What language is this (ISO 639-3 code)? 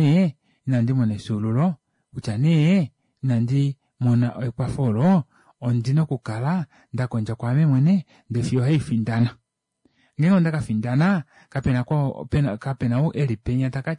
kua